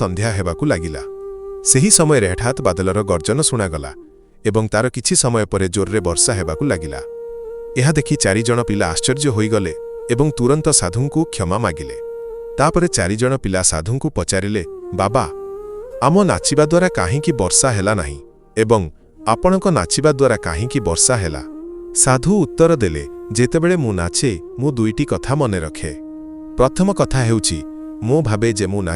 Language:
Odia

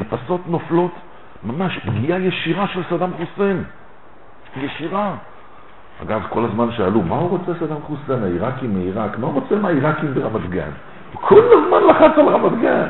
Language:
Hebrew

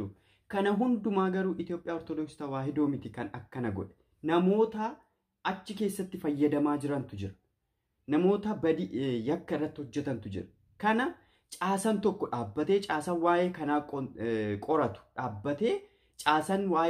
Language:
Oromo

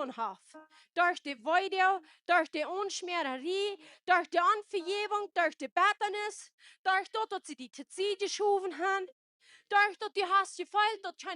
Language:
Plautdietsch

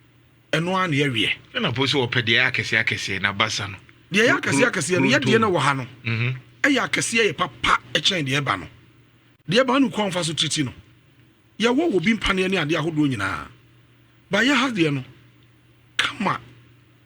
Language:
Akan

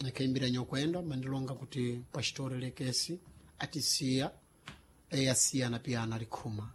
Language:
Sena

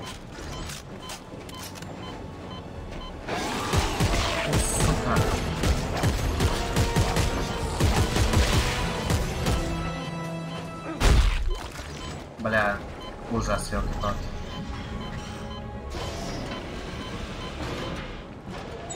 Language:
Russian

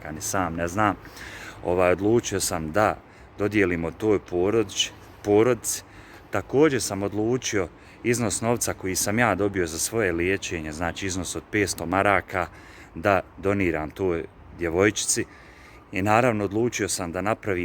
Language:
Bosnian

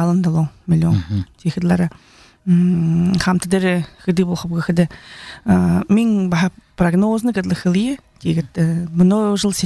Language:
Buriat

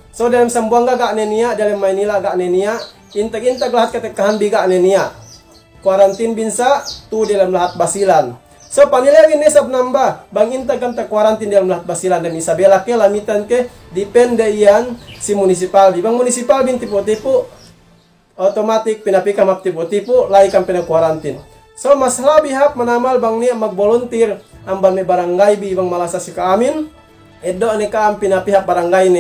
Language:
Yakan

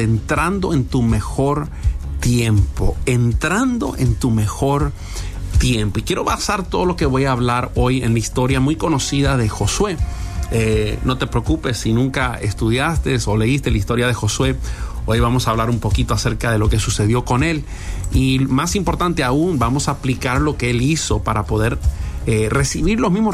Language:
Spanish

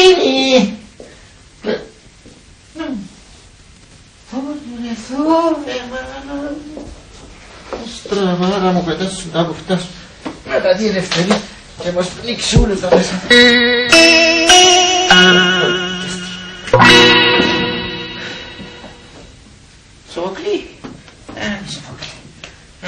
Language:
Greek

